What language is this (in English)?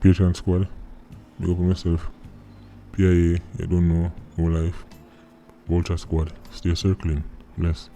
Jamaican Creole English